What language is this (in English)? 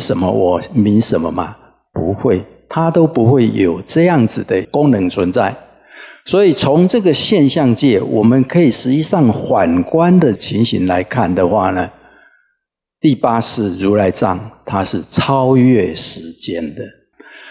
Chinese